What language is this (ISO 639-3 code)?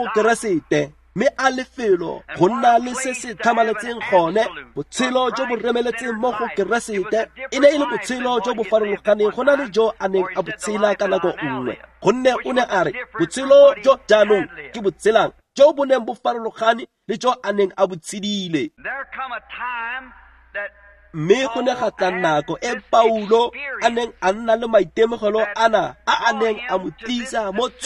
tsn